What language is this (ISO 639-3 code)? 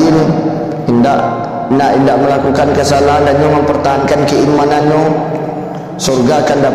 min